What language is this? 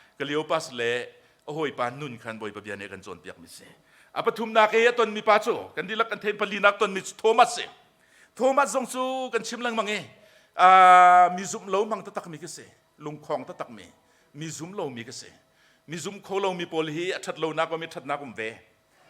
Hakha Chin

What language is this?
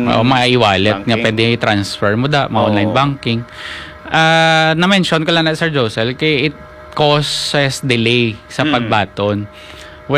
Hiligaynon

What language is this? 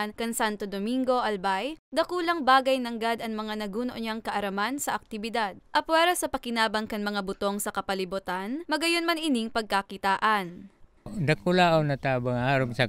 Bikol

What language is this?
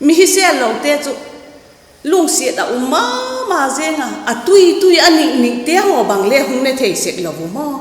Vaiphei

